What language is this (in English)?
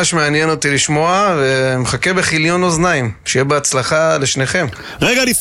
Hebrew